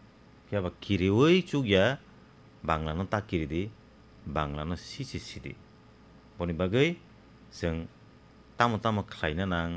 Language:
Kok Borok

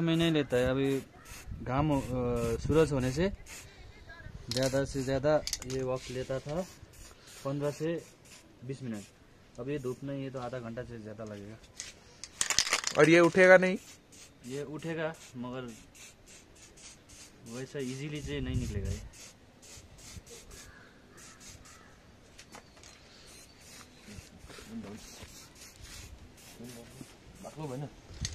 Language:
Hindi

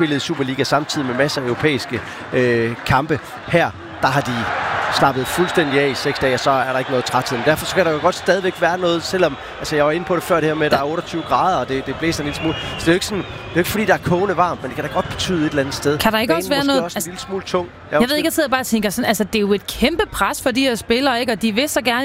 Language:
Danish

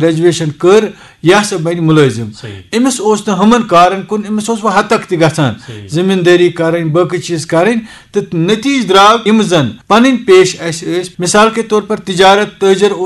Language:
Kashmiri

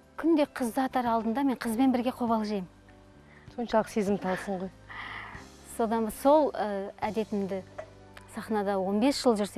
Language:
Kazakh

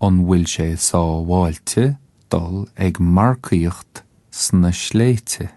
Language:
Irish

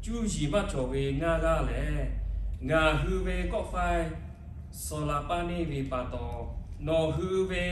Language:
Lahu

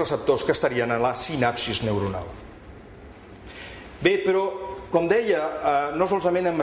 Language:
Catalan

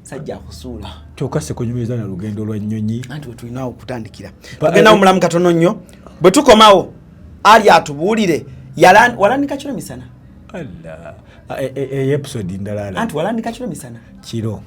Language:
Ganda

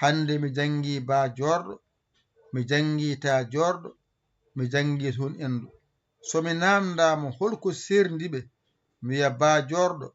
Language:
Fula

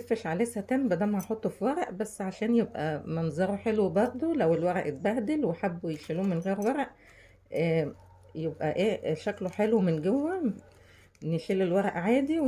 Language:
Egyptian Arabic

